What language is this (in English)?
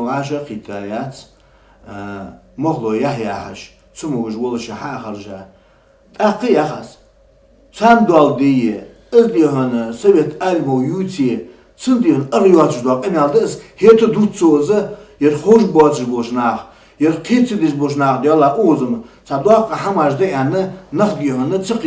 Ingush